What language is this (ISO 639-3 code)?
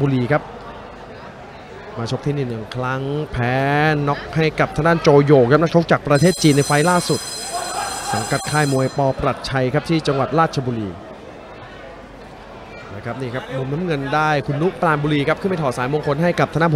tha